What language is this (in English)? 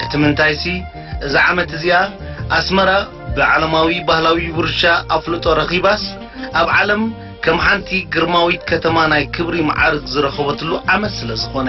Tigrinya